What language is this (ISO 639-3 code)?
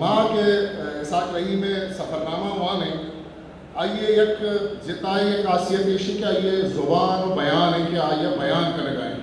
bgp